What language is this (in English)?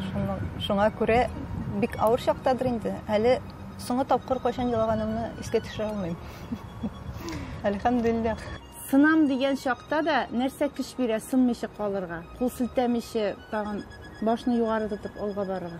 Tatar